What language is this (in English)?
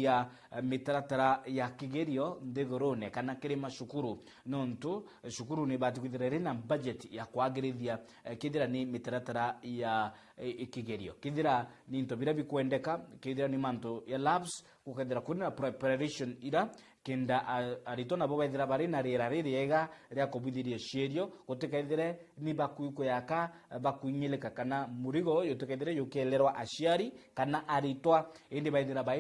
Meru